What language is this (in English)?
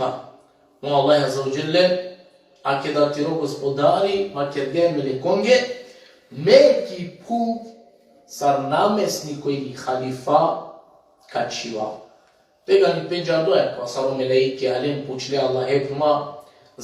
Balkan Romani